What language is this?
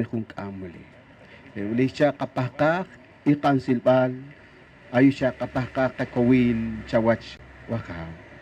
Poqomchi'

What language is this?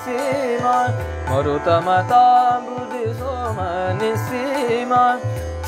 Kannada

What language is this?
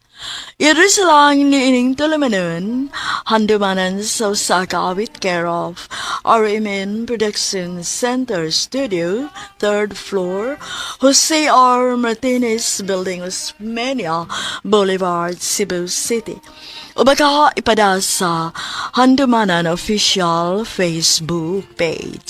Cebuano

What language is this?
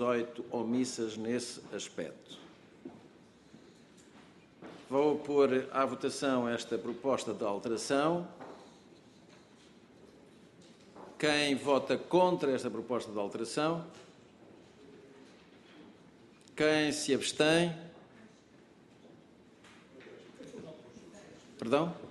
Portuguese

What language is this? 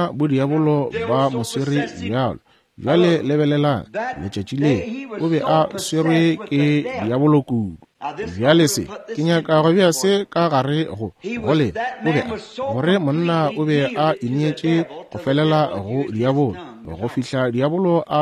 Northern Sotho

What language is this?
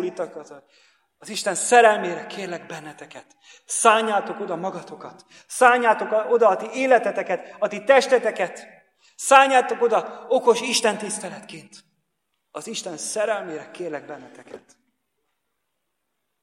Hungarian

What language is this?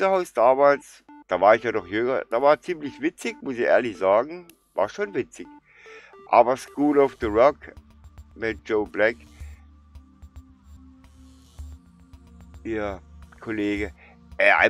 German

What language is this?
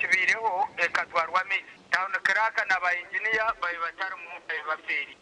Nyankole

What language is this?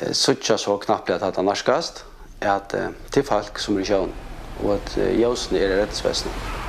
Faroese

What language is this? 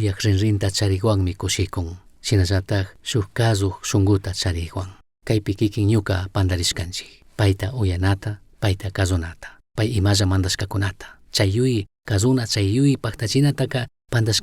Chimborazo Highland Quichua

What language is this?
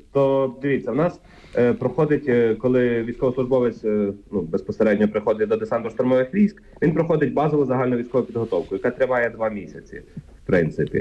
Ukrainian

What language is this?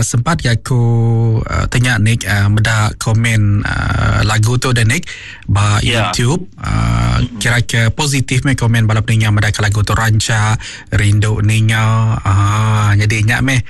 Iban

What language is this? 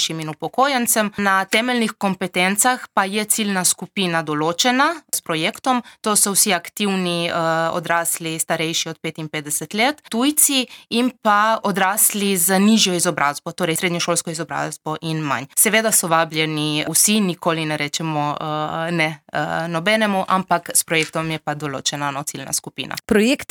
Slovenian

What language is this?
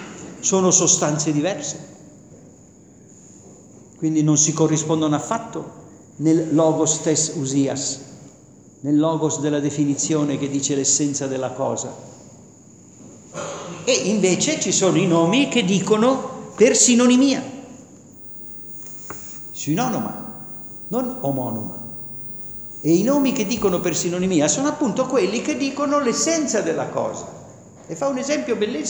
Italian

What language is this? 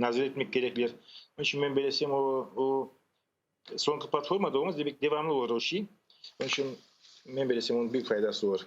Crimean Tatar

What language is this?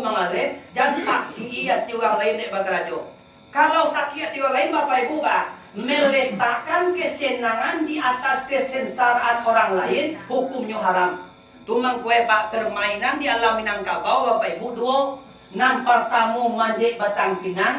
Minangkabau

